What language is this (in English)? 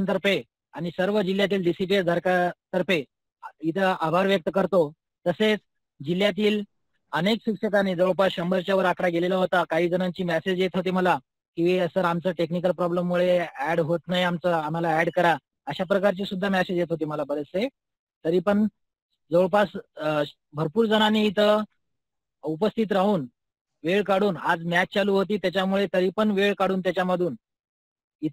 Marathi